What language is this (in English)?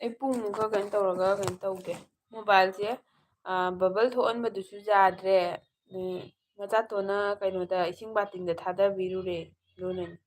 Manipuri